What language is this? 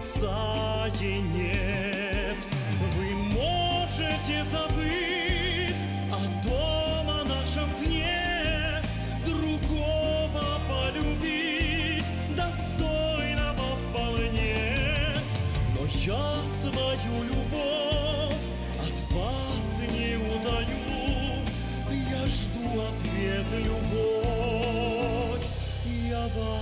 Russian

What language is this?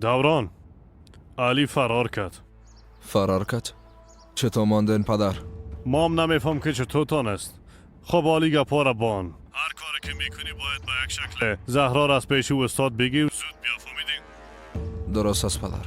Persian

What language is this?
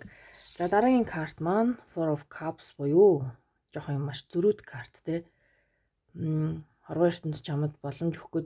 Mongolian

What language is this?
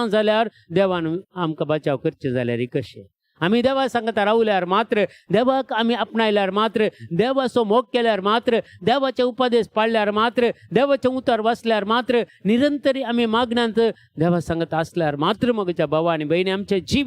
Konkani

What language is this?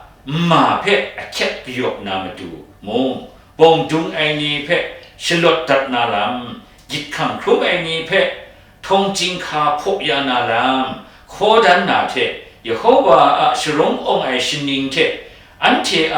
Kachin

